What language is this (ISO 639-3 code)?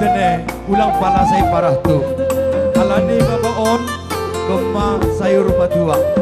bts